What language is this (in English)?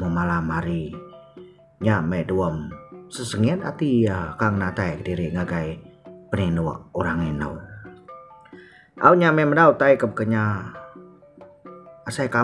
Iban